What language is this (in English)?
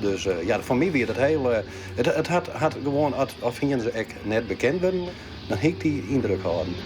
Western Frisian